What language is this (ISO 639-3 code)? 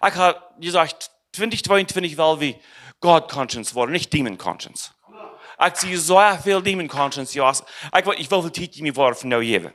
pdt